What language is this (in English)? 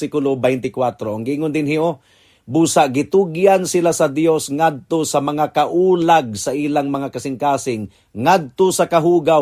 Cebuano